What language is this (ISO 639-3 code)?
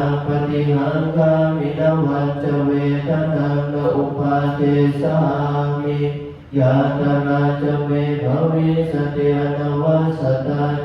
pli